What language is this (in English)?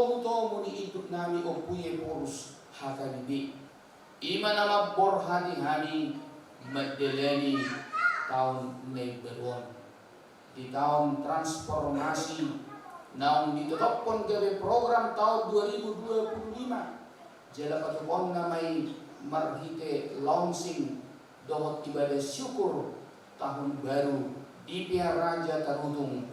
Batak Toba